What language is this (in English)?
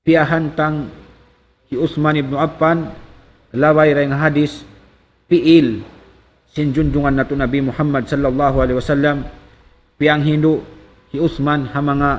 Tausug